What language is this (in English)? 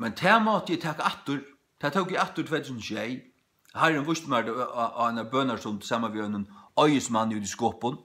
Faroese